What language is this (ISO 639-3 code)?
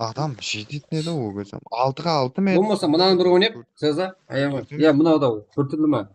kaa